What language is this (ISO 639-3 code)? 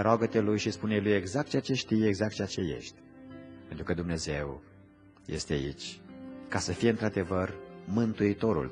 ron